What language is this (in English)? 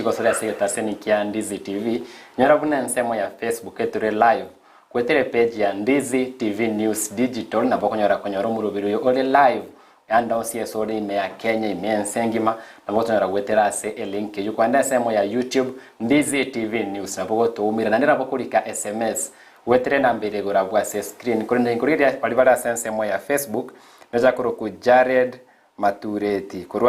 Gusii